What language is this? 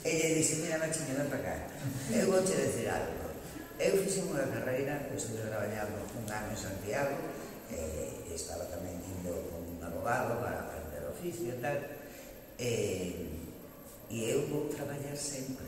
Galician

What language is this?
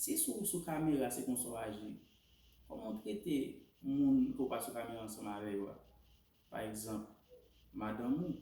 Haitian Creole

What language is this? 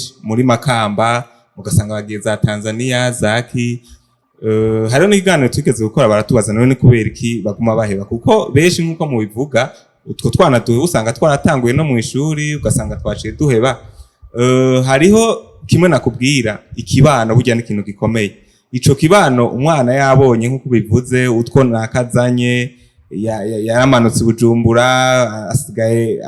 Rundi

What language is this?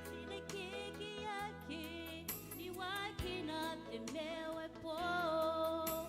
Gilbertese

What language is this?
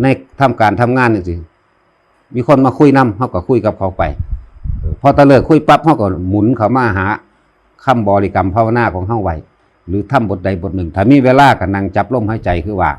Northeastern Thai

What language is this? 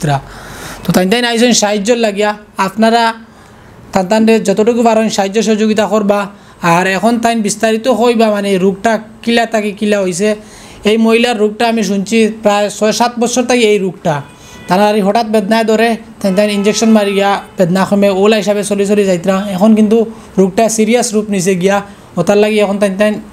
Sylheti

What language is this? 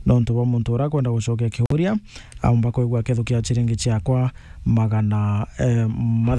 Meru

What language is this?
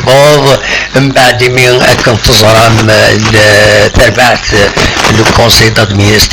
Kabyle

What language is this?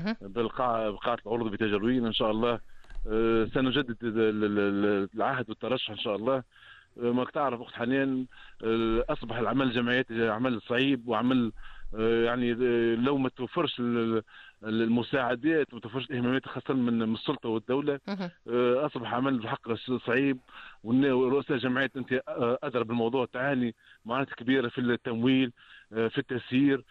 Tunisian Arabic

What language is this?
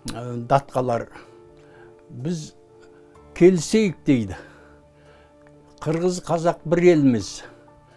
Kazakh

